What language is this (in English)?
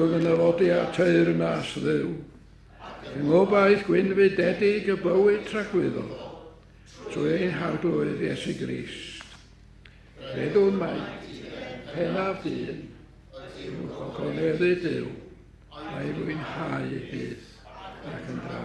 Welsh